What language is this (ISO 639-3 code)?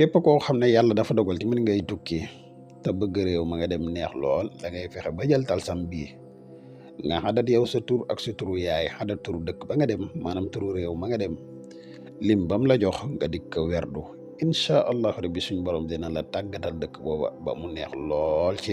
wol